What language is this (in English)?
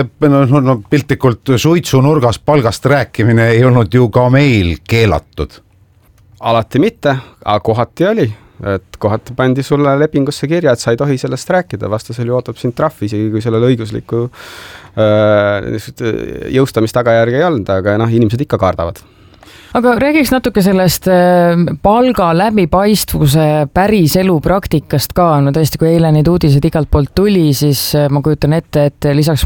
Estonian